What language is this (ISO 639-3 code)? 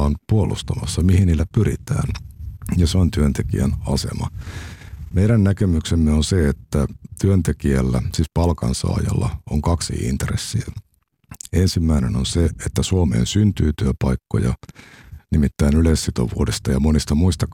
fin